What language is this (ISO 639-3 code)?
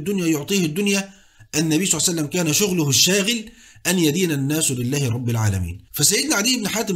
ara